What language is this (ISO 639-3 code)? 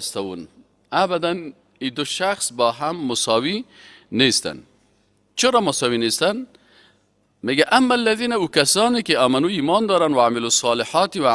fas